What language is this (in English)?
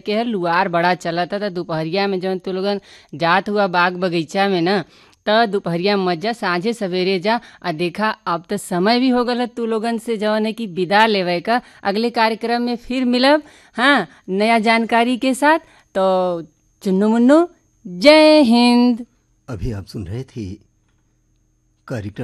Bhojpuri